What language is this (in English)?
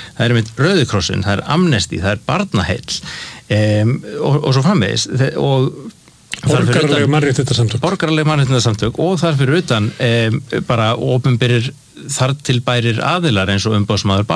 Icelandic